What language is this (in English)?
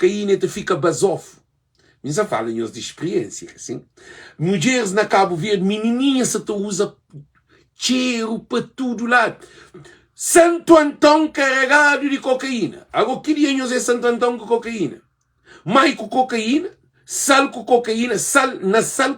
Kabuverdianu